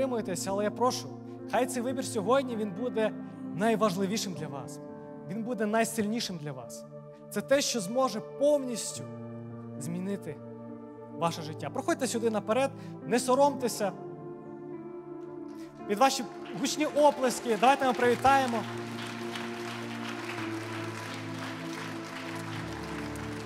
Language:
Ukrainian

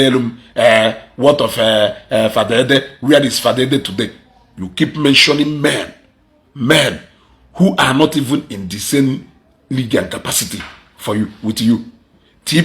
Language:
Igbo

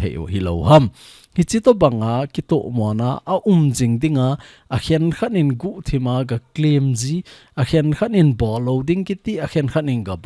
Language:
Thado Chin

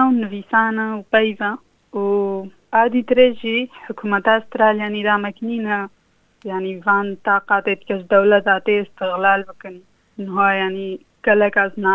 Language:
Kurdish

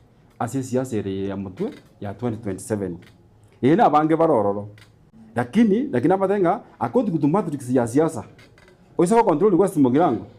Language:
Gusii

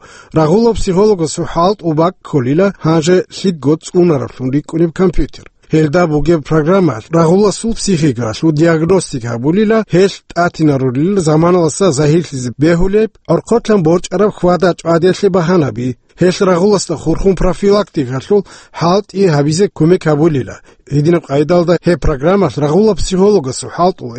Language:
Avaric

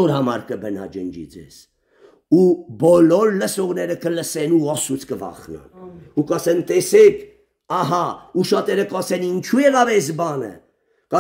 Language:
Armenian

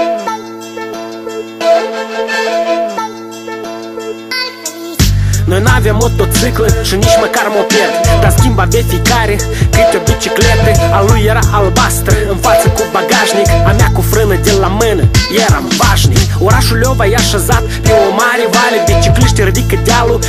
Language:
Romanian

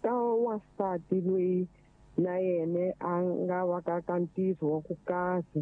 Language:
Tsonga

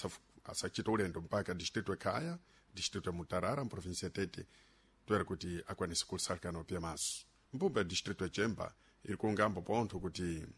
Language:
Sena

